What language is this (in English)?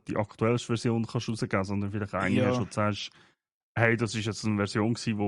Swiss German